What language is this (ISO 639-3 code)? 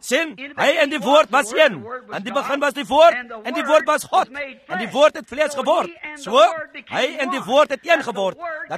afr